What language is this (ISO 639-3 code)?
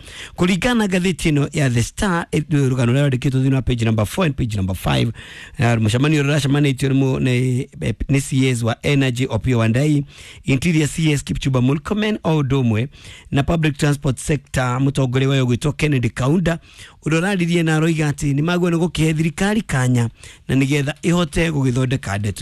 kik